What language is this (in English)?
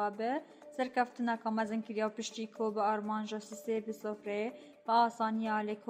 Kurdish